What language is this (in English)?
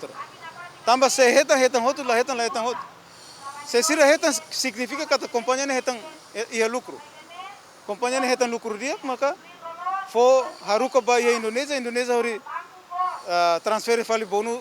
Tetum